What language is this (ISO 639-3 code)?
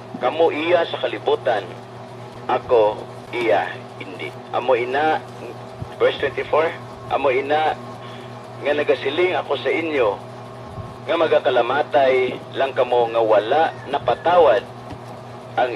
hil